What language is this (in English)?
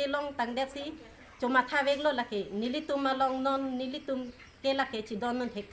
Karbi